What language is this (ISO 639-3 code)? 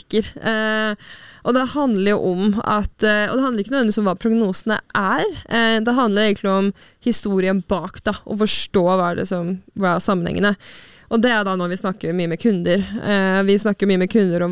nor